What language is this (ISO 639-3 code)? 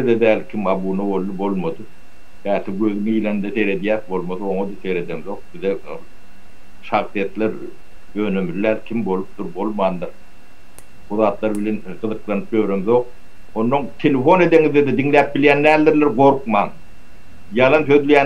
tuk